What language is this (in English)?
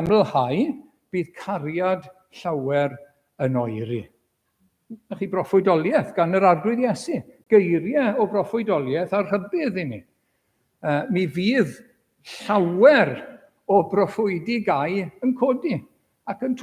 Welsh